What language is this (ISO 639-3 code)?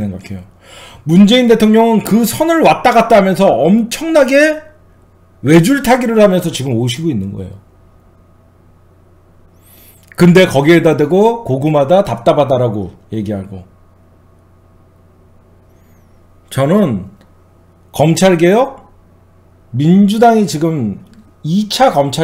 kor